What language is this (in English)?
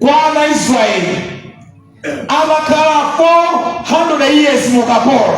Nyanja